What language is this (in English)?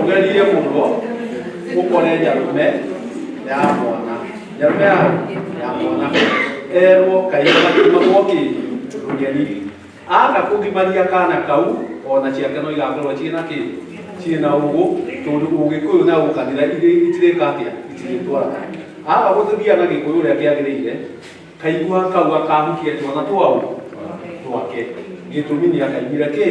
Kikuyu